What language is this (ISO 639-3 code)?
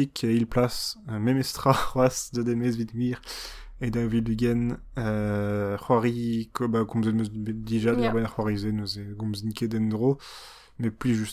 bre